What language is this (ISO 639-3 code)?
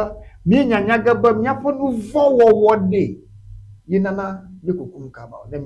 ewe